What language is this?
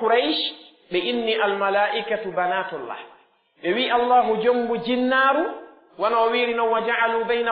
Pular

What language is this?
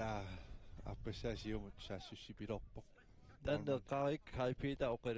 Kalaallisut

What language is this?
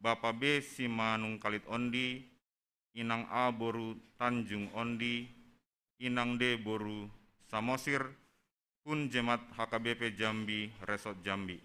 Batak Simalungun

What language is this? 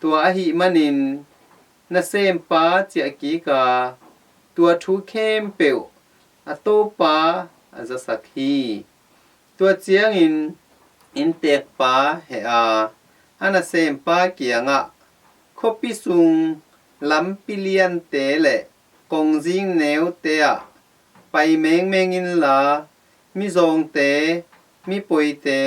Tedim Chin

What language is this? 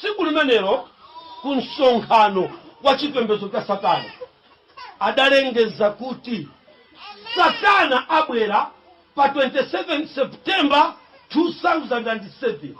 Nyanja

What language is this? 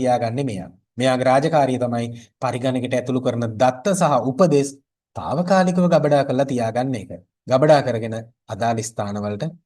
Sinhala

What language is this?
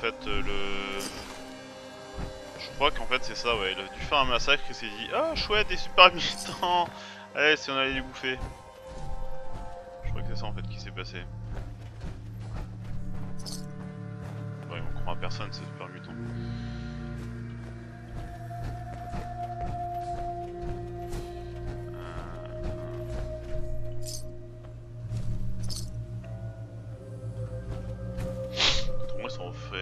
French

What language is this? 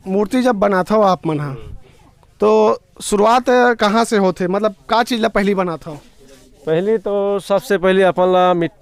Chhattisgarhi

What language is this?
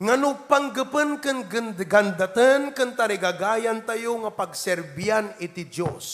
Iloko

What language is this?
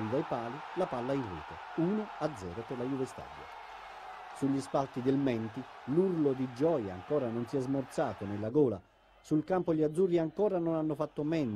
Italian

